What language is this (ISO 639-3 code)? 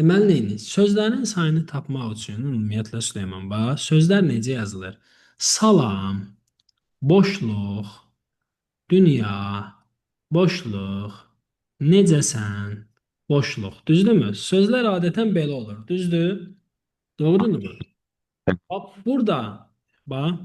aze